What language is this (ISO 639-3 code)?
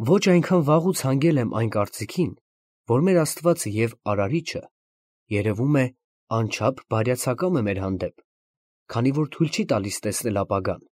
hye